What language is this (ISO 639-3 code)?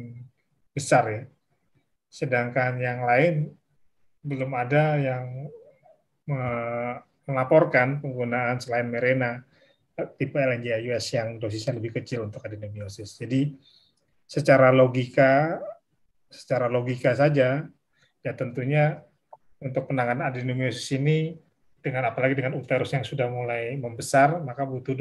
ind